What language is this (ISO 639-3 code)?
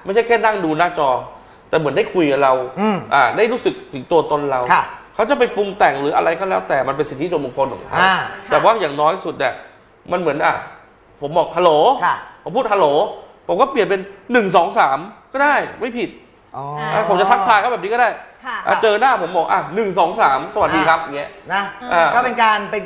tha